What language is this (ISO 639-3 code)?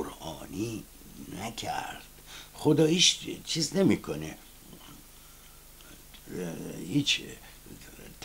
fas